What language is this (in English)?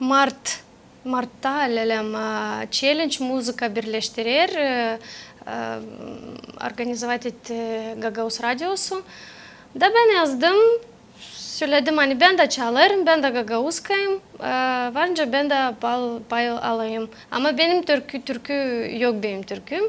Gagauz